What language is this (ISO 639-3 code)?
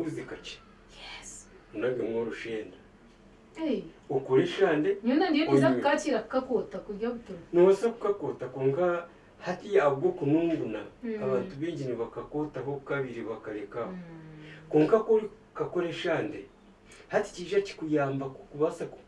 nyn